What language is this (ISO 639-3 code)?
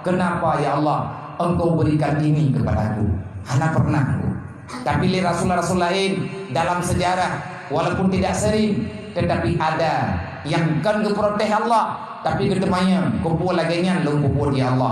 ace